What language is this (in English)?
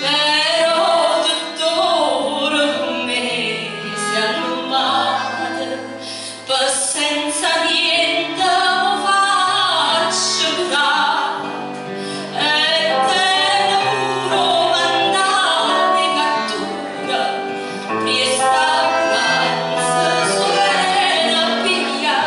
Neapolitan